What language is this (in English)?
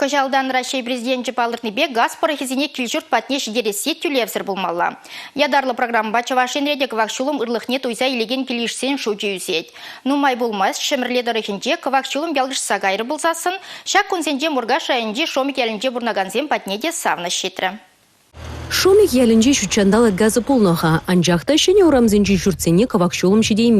Chuvash